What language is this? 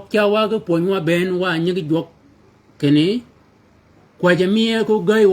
Shilluk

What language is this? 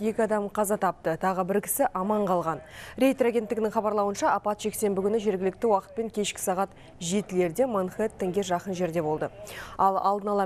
Kazakh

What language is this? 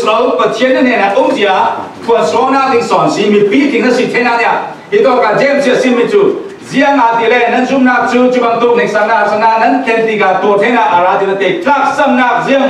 Falam Chin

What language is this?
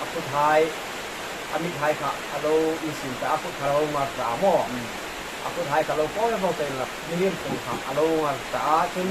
Hmar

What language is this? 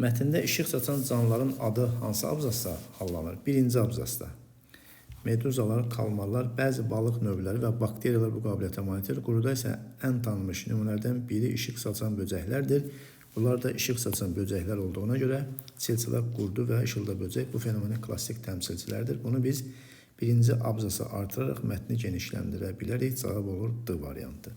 Azerbaijani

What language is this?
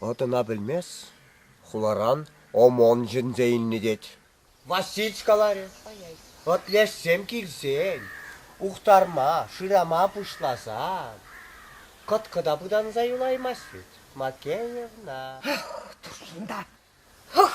Chuvash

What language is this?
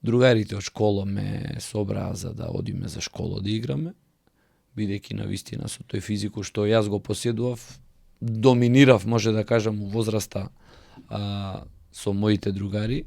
Macedonian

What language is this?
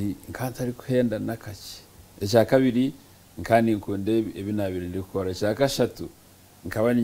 Nyankole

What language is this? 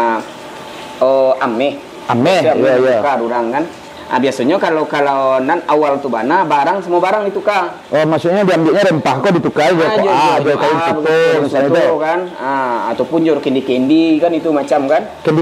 Minangkabau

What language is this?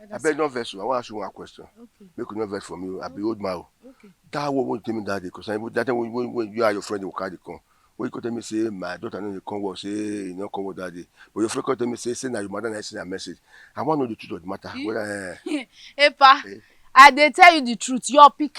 Nigerian Pidgin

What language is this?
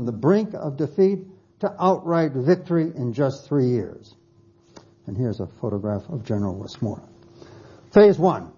English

